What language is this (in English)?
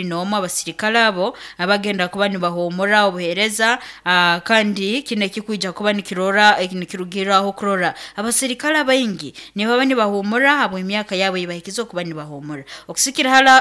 Nyoro